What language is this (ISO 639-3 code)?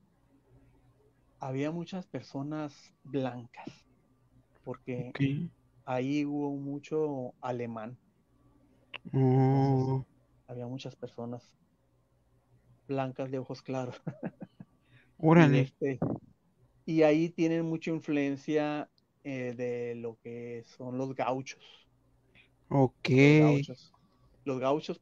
spa